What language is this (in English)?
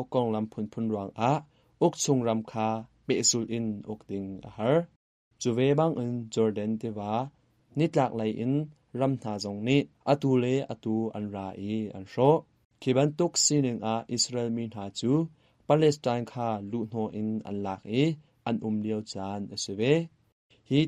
Hakha Chin